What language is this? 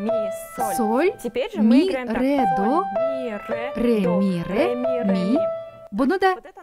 Kazakh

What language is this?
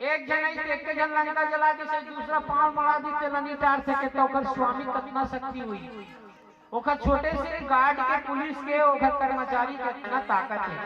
Chhattisgarhi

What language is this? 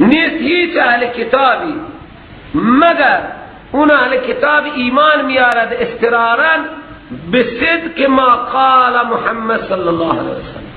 Persian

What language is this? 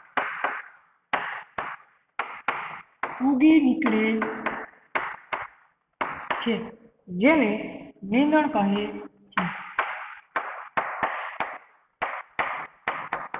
Gujarati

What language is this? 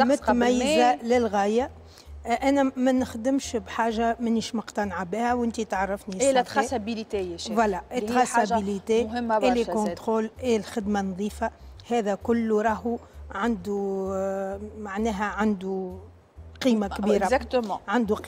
Tunisian Arabic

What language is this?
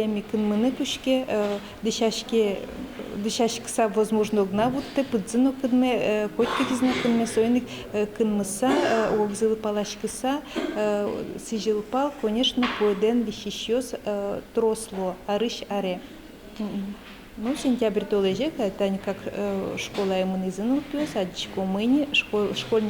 Udmurt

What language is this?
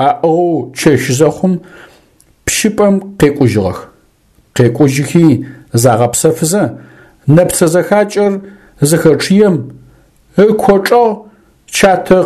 Adyghe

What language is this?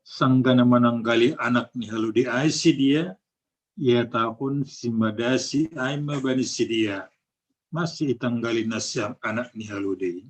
Batak Simalungun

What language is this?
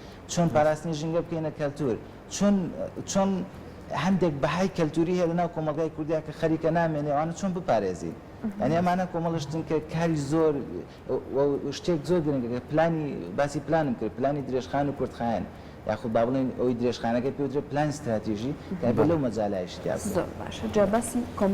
Central Kurdish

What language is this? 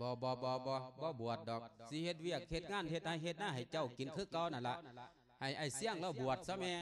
Lao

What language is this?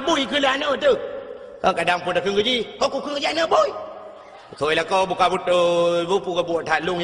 Achinese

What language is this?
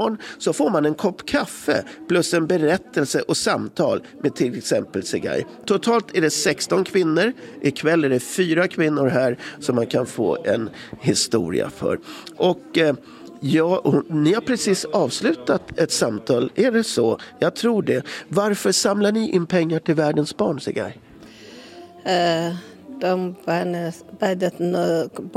Swedish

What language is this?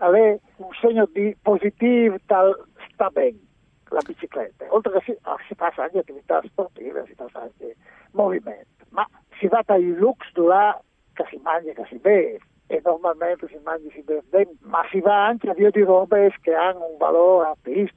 Friulian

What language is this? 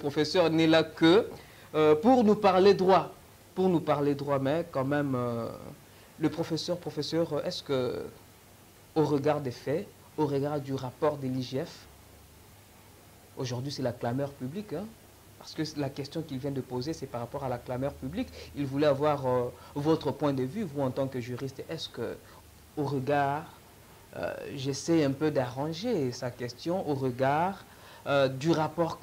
French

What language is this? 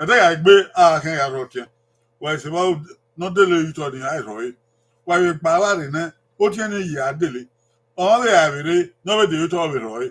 Bini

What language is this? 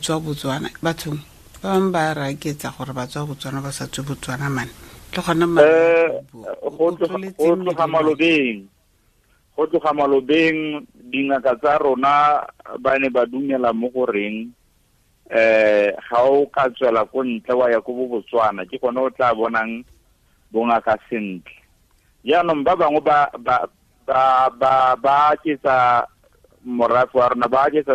Tswana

